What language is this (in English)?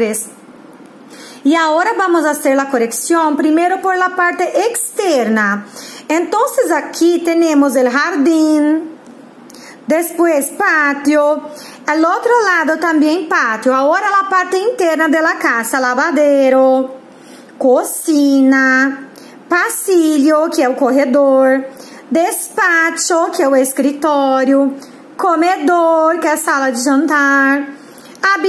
Portuguese